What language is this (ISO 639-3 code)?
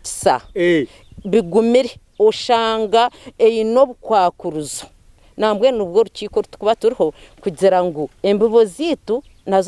nyn